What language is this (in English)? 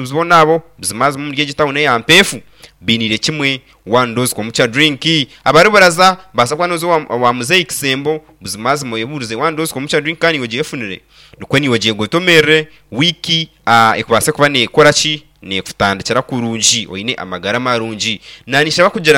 Nyankole